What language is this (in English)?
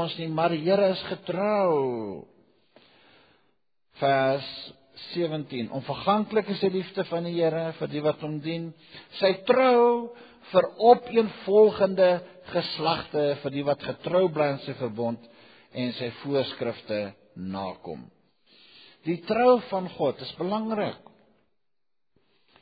Afrikaans